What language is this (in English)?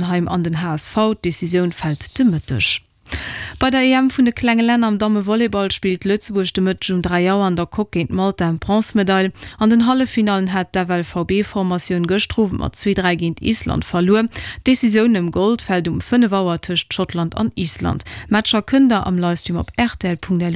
Luxembourgish